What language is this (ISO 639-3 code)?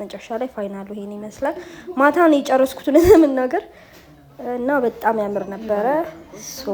amh